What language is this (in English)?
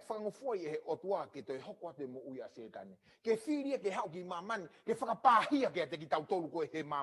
Tongan